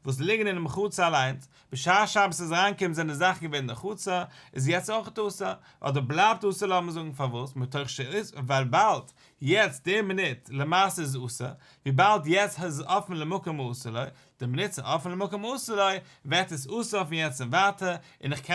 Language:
Yiddish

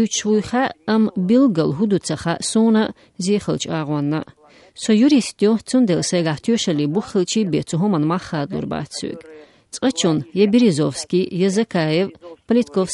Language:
Chechen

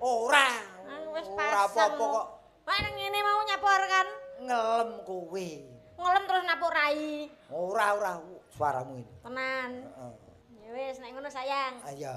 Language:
Javanese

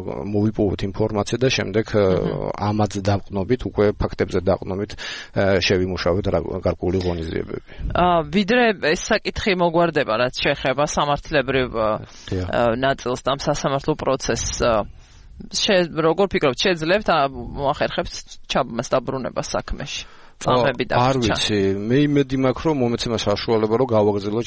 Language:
Georgian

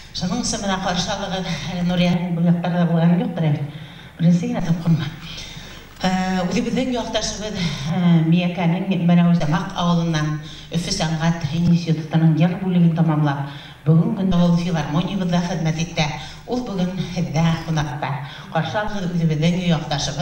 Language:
Bashkir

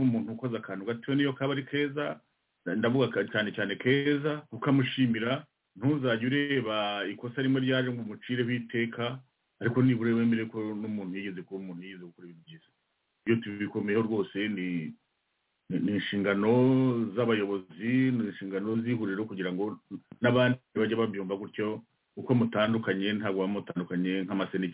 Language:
Kinyarwanda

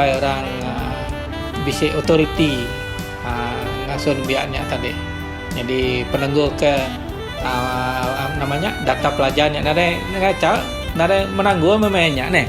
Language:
Iban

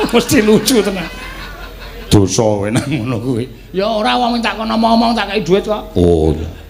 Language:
Javanese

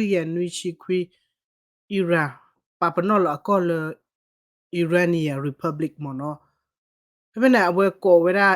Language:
S'gaw Karen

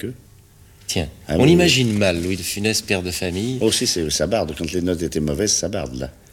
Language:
French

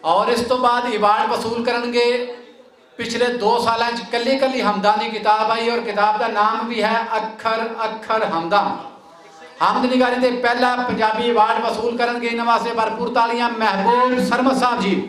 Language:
Western Panjabi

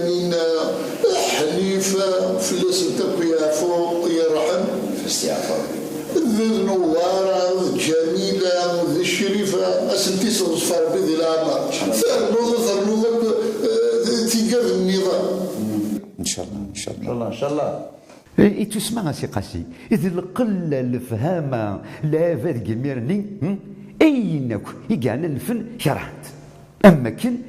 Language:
Kabyle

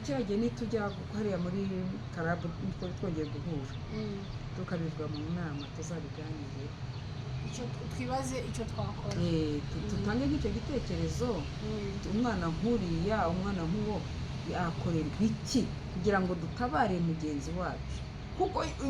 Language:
Kinyarwanda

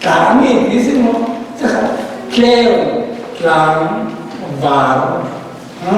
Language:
Falam Chin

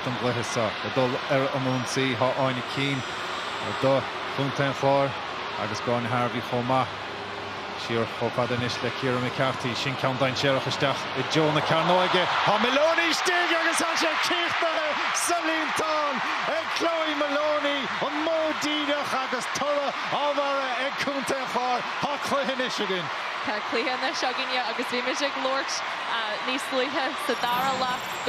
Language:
Irish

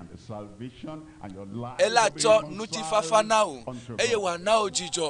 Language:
Ewe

